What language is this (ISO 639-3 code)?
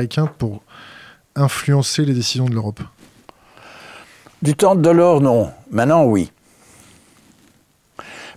fra